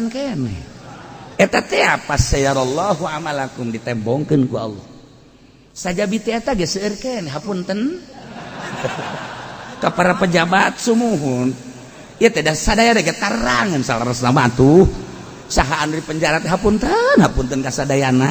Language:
Sundanese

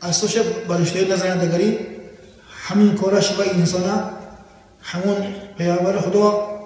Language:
Tajik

